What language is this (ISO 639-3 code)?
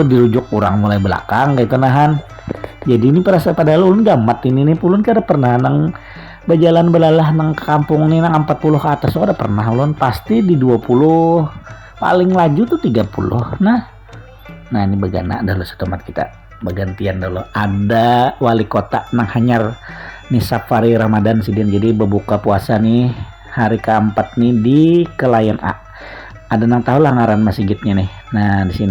bjn